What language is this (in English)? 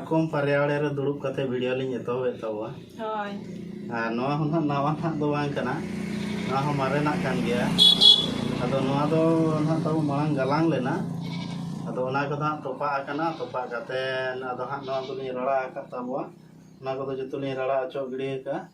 Santali